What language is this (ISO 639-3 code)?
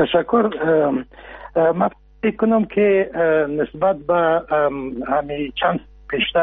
fas